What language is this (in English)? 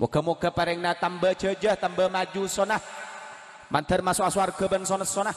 Madurese